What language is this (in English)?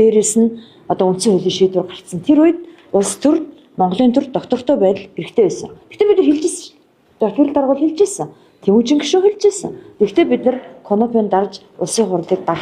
Mongolian